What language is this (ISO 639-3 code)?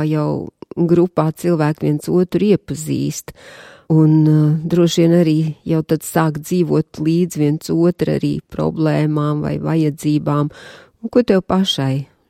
lav